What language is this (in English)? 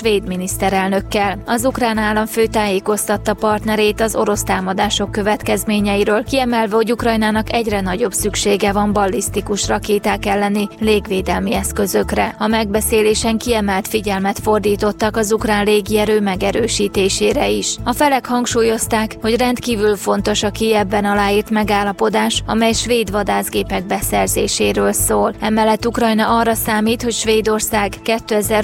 Hungarian